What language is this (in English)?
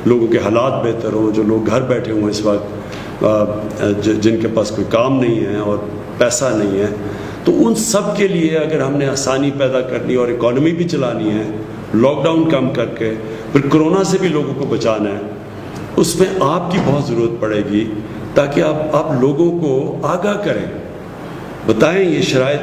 Urdu